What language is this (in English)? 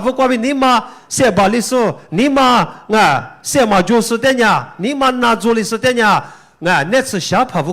Lisu